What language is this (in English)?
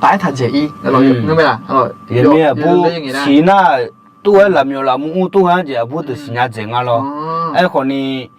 Akha